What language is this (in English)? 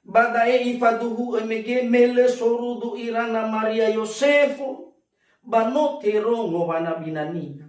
Nias